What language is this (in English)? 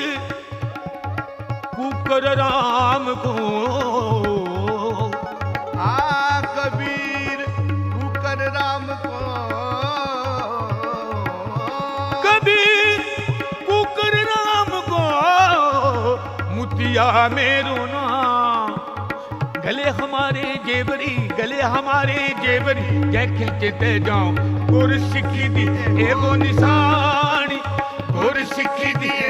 Punjabi